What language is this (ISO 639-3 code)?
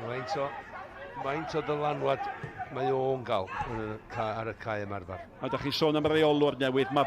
cym